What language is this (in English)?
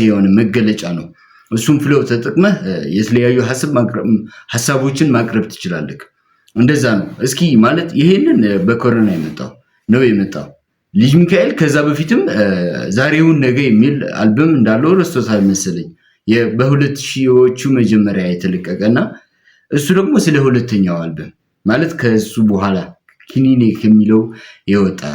Amharic